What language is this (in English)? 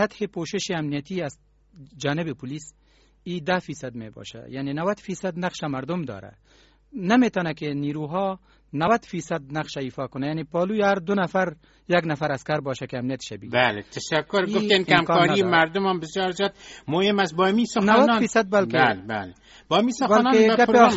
Persian